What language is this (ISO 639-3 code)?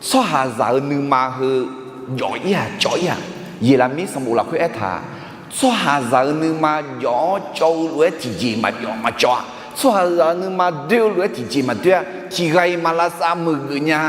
ahk